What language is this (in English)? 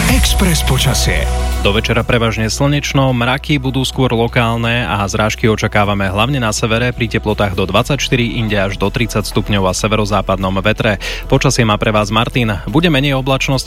Slovak